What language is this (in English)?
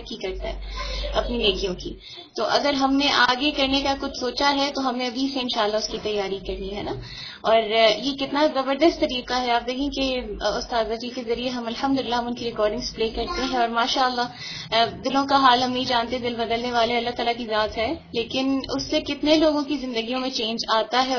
Urdu